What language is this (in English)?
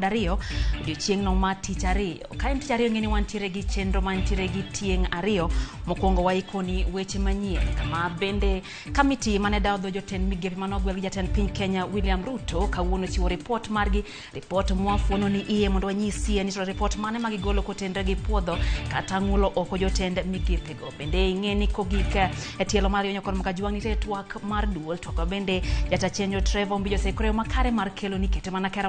Luo (Kenya and Tanzania)